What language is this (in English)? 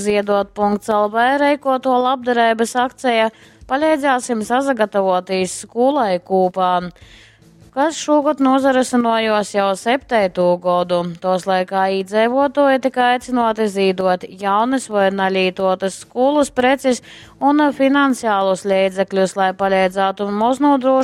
Latgalian